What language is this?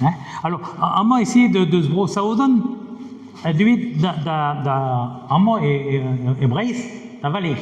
Breton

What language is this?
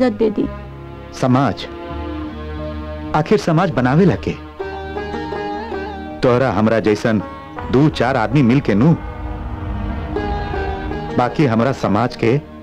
Bhojpuri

